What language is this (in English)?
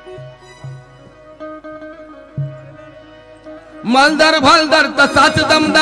Marathi